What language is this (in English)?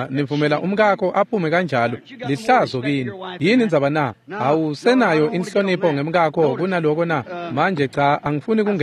Swati